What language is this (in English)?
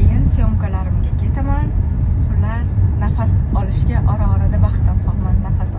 Uzbek